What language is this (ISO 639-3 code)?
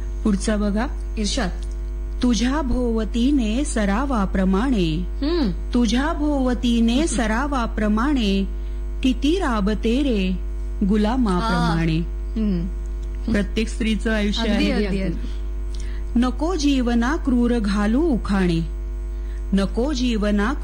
mar